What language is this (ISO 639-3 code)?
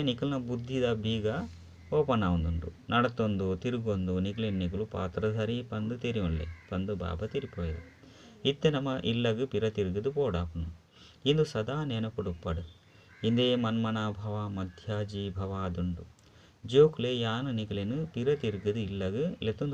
tcy